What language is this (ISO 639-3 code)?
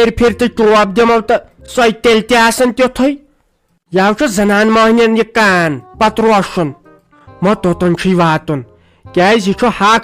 kas